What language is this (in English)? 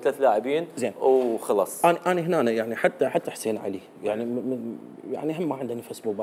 Mesopotamian Arabic